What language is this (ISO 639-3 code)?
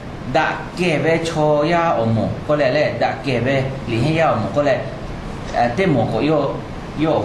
lhu